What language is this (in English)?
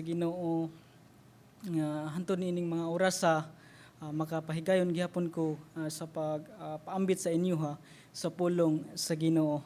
Cebuano